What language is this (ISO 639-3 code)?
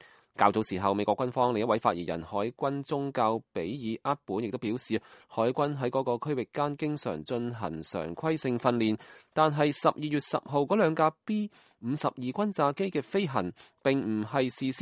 yue